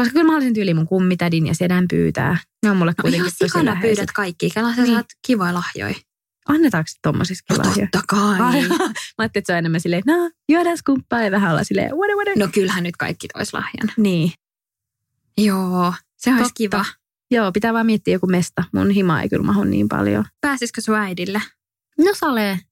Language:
Finnish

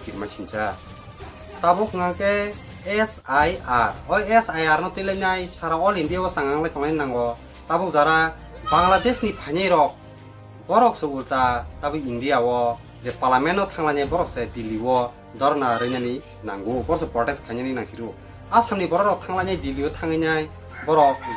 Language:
Kok Borok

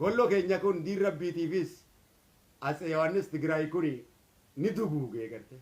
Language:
Oromo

